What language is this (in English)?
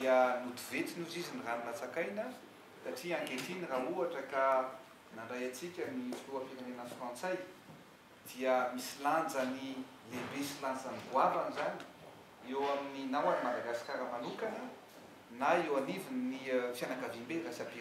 Malagasy